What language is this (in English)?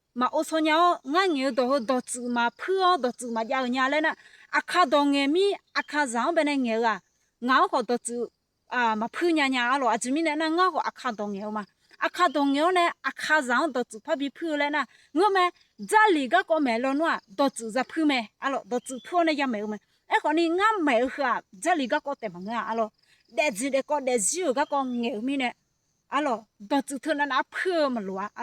Akha